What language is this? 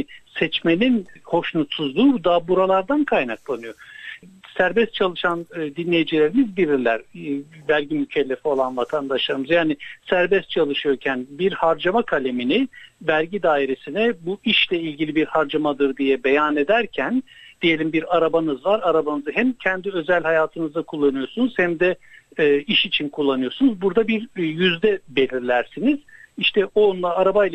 Turkish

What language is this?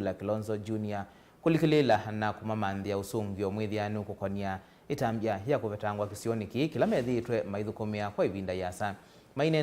Kamba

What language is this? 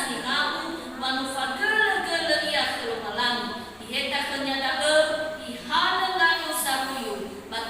Nias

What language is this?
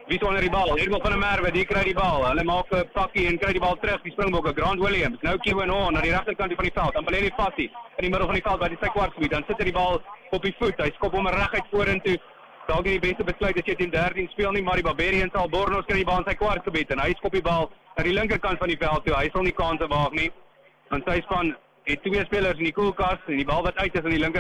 Afrikaans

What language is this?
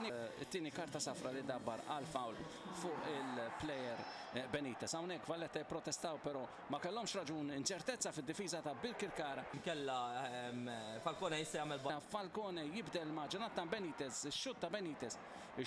Maltese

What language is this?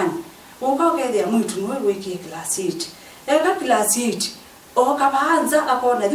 Kamba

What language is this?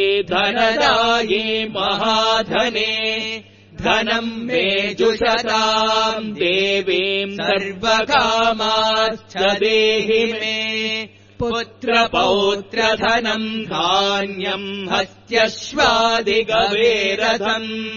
Sanskrit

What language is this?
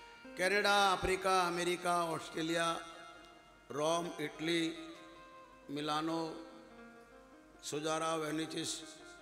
Gujarati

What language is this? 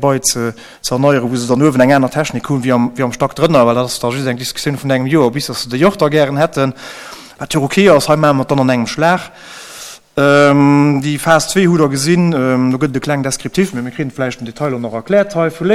Luxembourgish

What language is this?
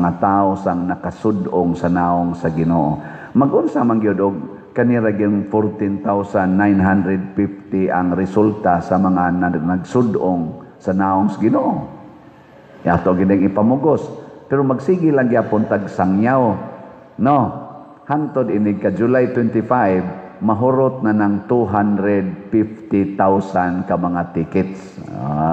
Cebuano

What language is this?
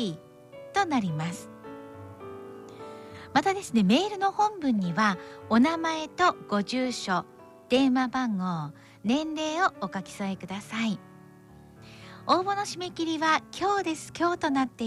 Japanese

